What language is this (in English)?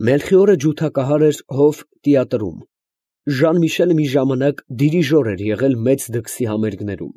Armenian